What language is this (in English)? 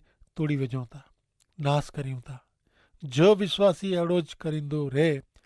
Kachhi